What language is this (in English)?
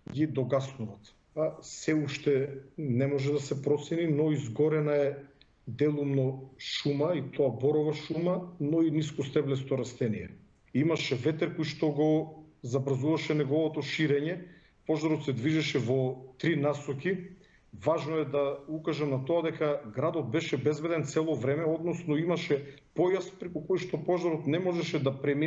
Macedonian